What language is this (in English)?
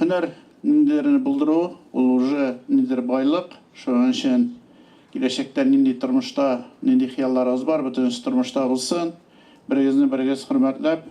Tatar